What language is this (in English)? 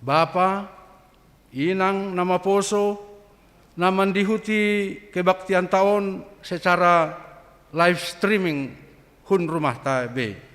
Batak Simalungun